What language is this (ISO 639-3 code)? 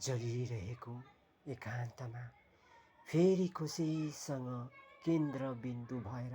nep